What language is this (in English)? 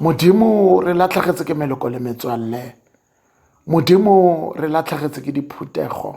Tswana